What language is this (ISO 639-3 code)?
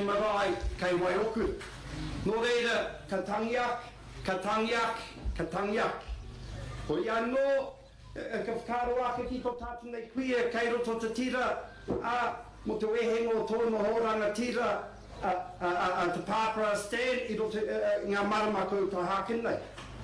mri